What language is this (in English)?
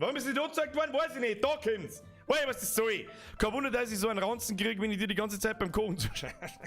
Bavarian